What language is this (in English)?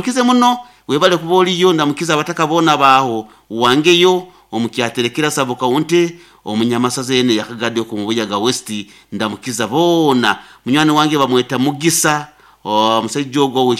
Nyankole